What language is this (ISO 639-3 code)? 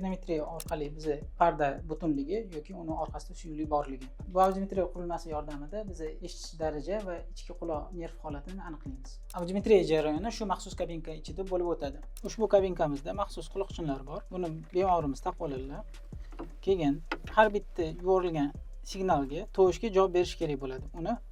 uzb